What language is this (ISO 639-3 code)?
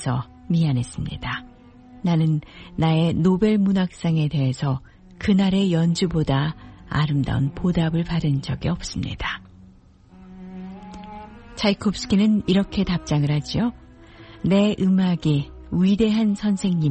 kor